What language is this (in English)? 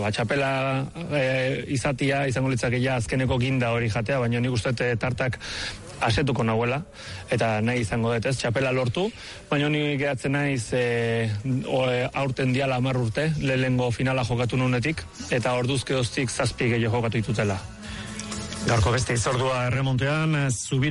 Basque